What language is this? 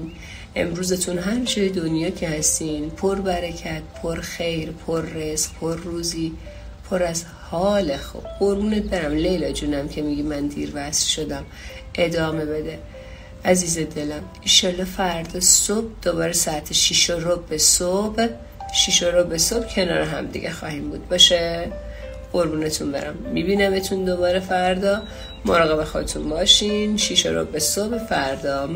Persian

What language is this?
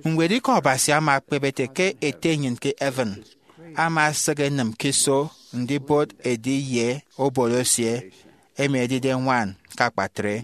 Efik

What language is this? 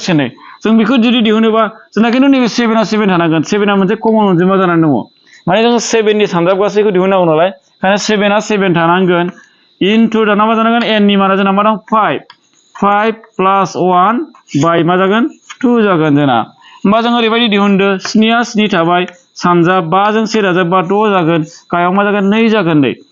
Bodo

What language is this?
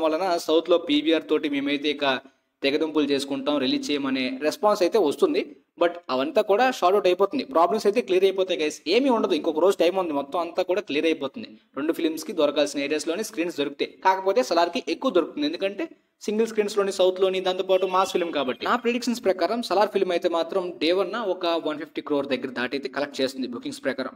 Telugu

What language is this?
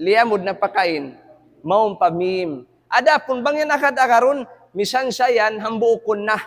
Tausug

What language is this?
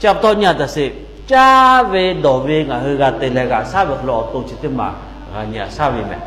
Lahu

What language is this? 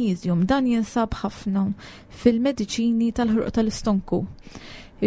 Maltese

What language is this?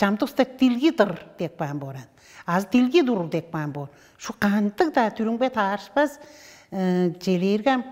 Tuvinian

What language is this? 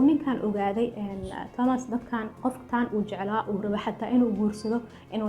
Somali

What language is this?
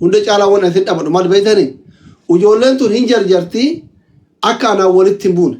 Oromo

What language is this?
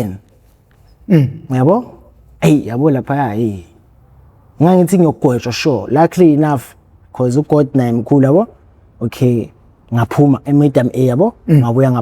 Zulu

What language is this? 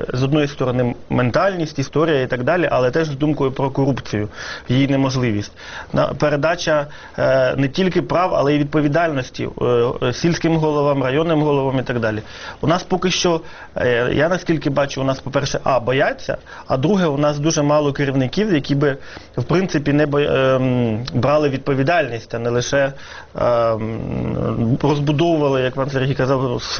Ukrainian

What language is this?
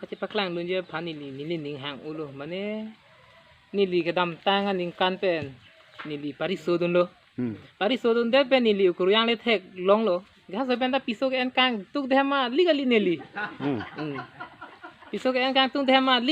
Karbi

